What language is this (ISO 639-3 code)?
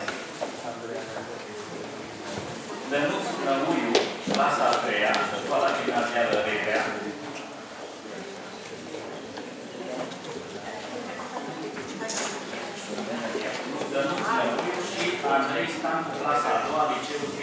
ron